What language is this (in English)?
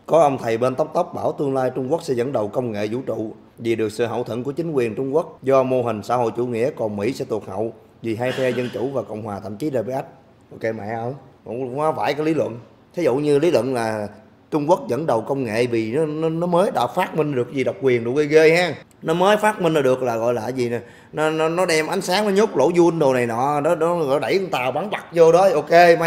Vietnamese